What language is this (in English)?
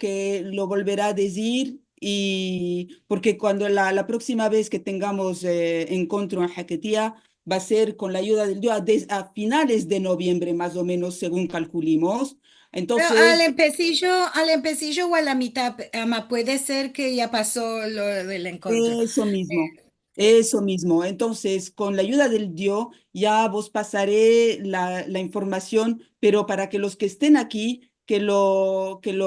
Ladino